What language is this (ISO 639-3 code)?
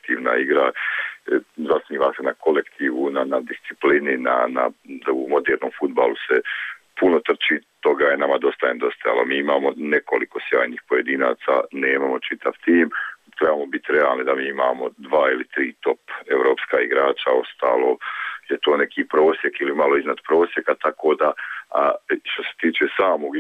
bos